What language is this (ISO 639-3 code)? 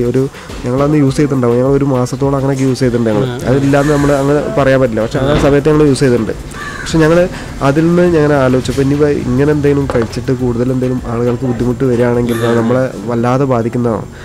mal